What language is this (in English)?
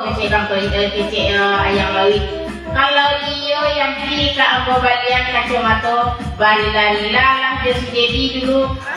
Minangkabau